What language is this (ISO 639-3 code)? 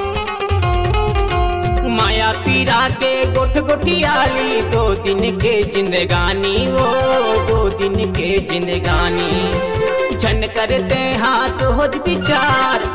hne